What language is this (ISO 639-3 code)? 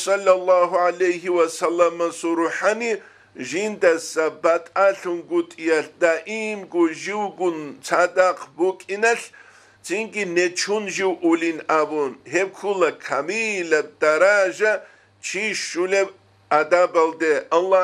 ava